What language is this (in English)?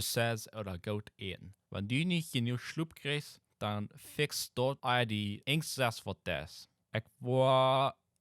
Plautdietsch